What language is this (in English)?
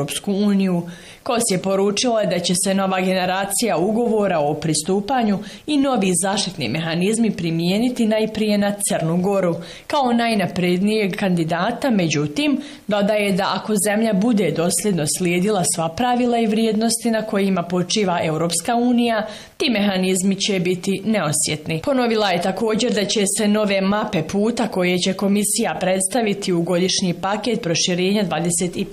Bosnian